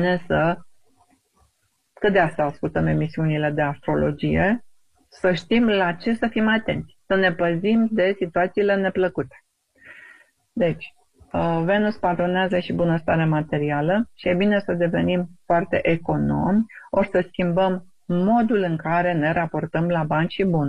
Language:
Romanian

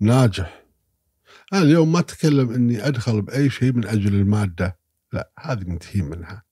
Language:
Gulf Arabic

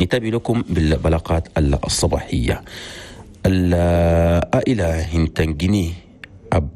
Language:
Chadian Arabic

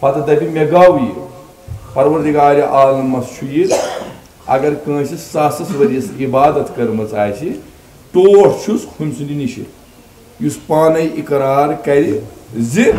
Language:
Kashmiri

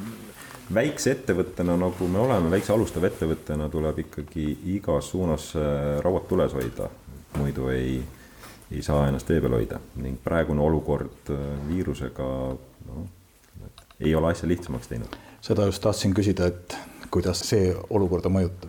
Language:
Estonian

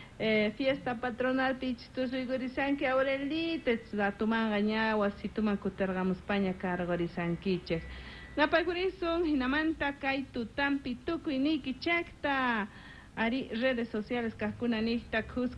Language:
Quechua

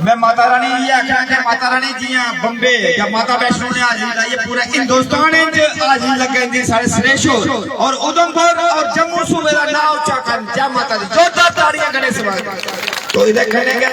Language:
Dogri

